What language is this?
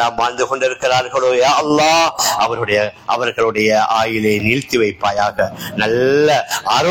Tamil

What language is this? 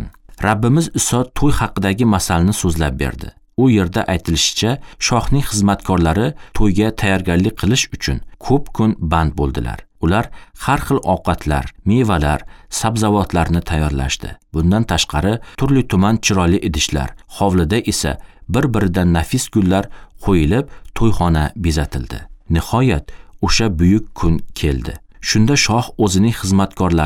Uzbek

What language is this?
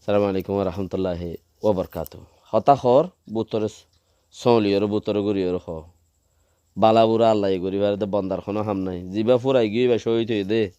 Rohingya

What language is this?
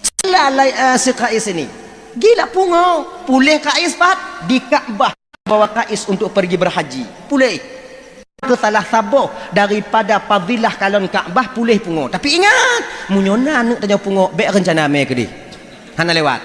Achinese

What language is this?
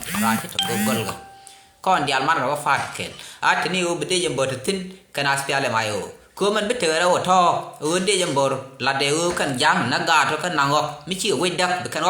Nuer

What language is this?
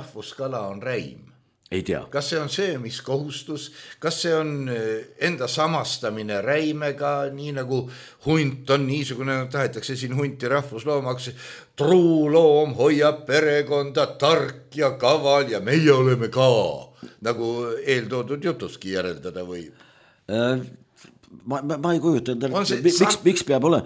Estonian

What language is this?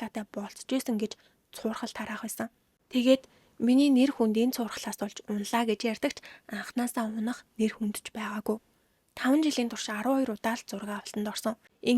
Mongolian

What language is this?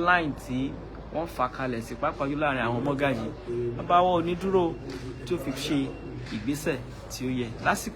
Yoruba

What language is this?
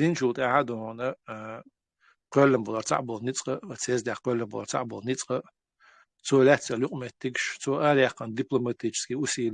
Chechen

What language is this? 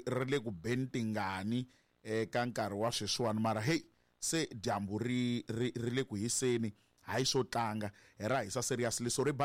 Tsonga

